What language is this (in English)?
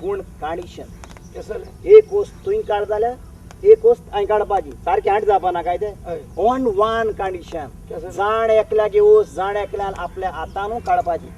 Konkani